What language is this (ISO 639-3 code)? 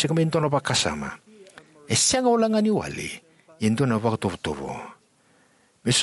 fij